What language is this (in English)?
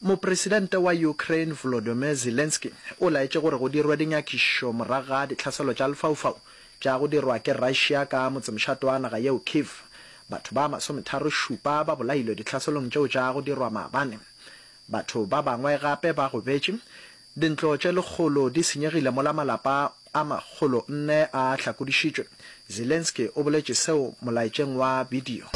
Northern Sotho